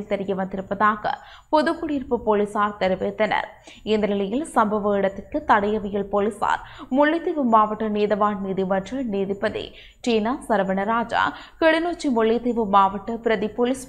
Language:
Tamil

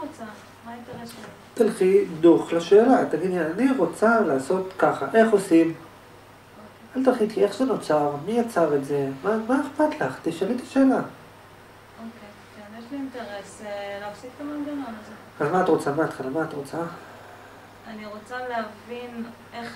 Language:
Hebrew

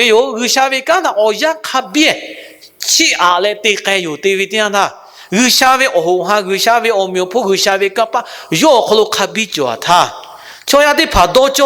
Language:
Lahu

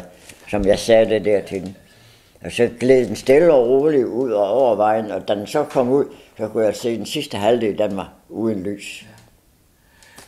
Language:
Danish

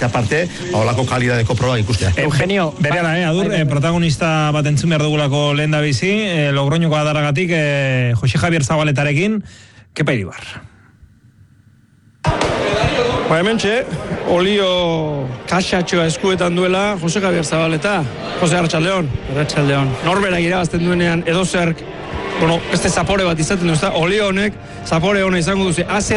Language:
Basque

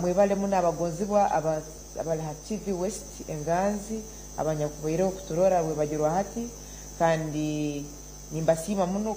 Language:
Nyankole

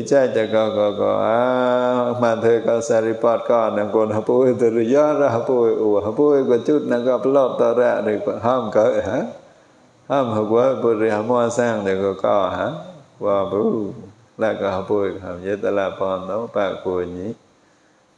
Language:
Vietnamese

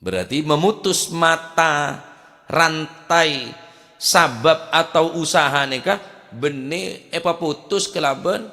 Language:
Madurese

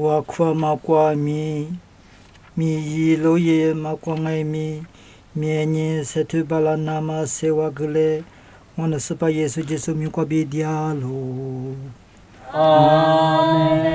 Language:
Lisu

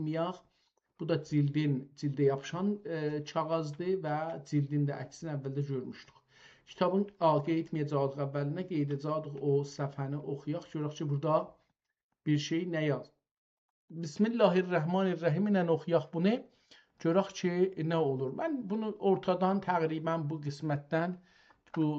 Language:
South Azerbaijani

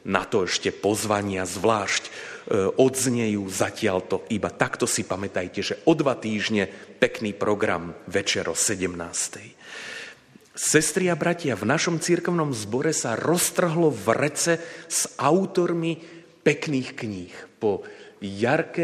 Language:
Slovak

